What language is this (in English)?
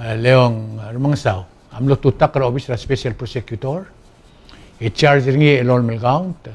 Palauan